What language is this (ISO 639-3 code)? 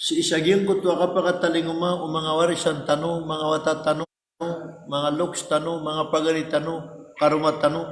mrw